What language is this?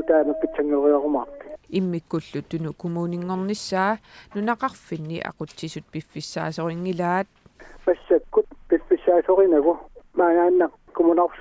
Kalaallisut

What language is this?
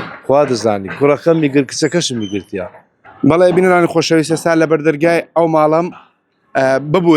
Central Kurdish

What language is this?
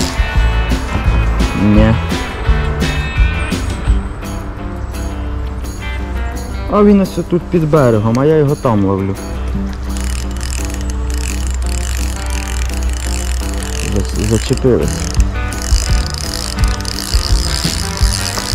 Ukrainian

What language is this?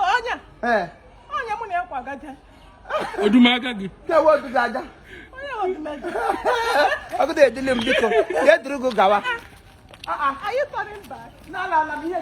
Igbo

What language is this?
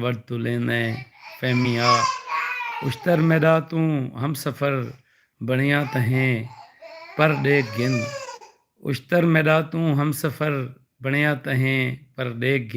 Saraiki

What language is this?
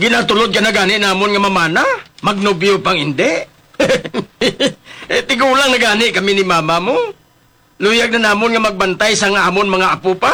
Hiligaynon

